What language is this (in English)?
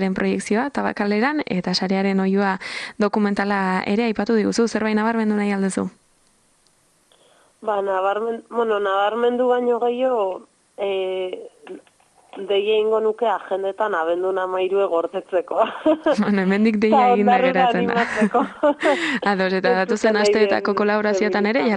Basque